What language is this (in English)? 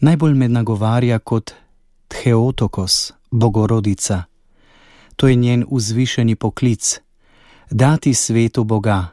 Slovenian